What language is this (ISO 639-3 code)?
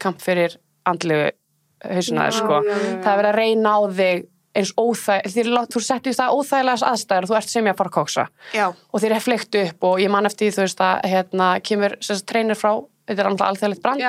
isl